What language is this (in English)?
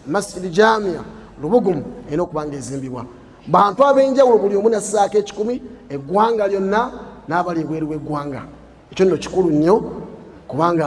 Ganda